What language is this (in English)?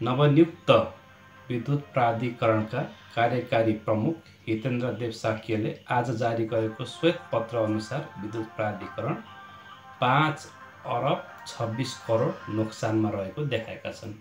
Nepali